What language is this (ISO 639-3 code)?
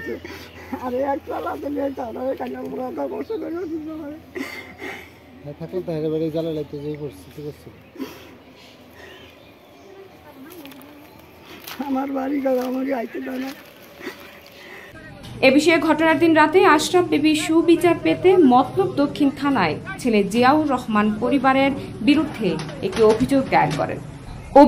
ben